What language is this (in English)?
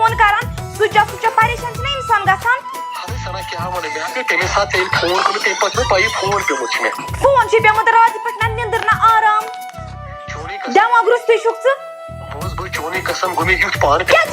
Kashmiri